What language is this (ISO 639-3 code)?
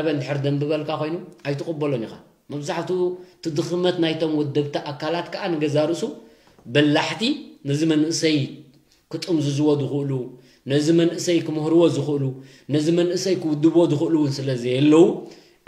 tir